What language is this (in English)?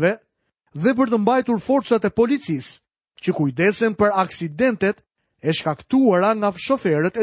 Albanian